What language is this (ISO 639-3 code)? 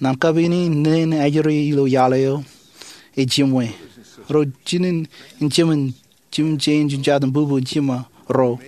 mah